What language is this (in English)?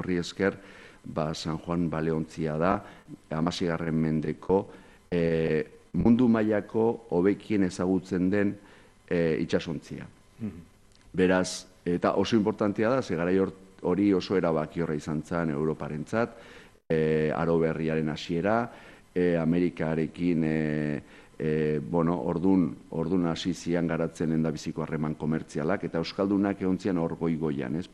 Basque